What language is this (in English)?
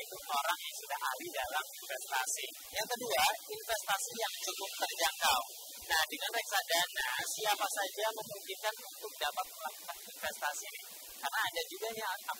Indonesian